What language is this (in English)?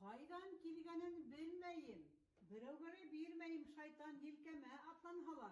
Bashkir